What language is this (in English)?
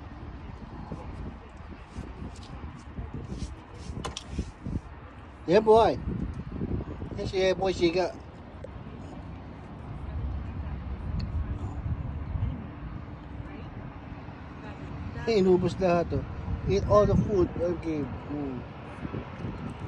Filipino